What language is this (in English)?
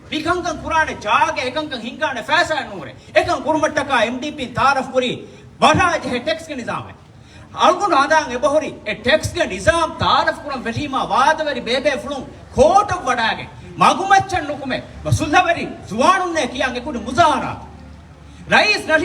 Divehi